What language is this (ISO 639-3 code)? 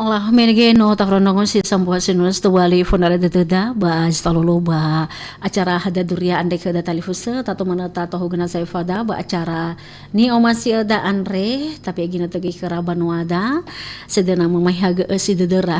nia